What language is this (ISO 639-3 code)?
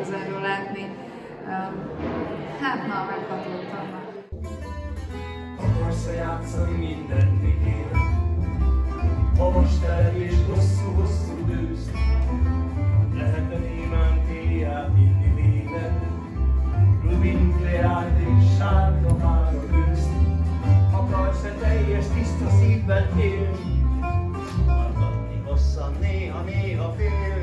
hun